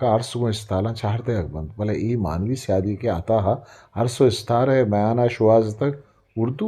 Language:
Eastern Balochi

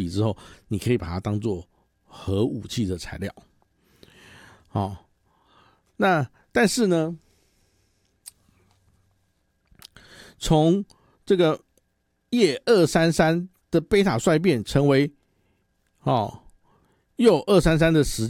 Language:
Chinese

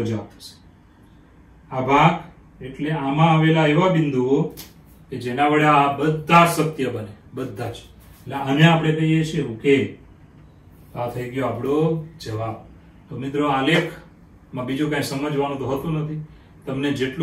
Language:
Gujarati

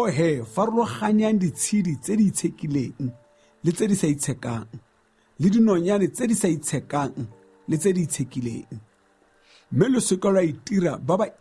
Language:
Tswana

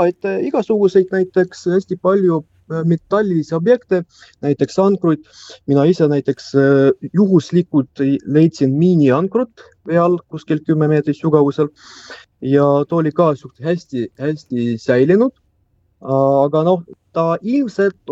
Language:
Estonian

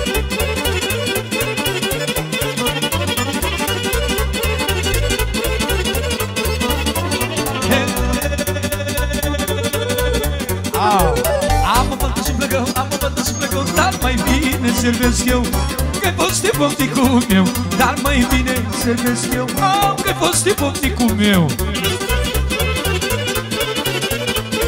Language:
Romanian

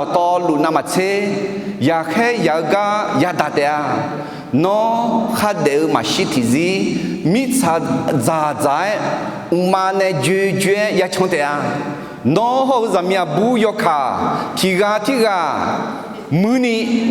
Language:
Akha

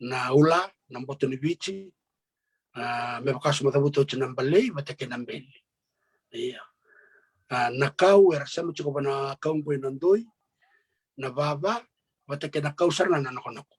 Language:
Fijian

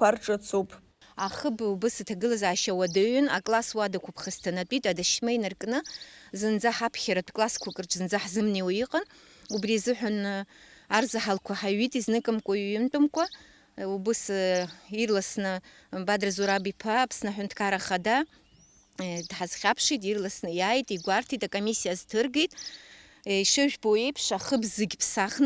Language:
Abkhazian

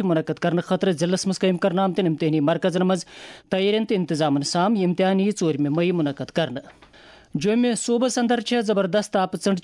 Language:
Kashmiri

